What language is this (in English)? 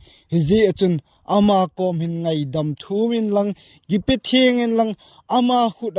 Thado Chin